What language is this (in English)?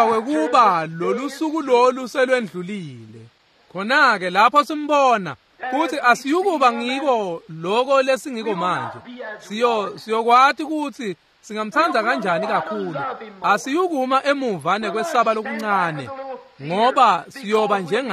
Swati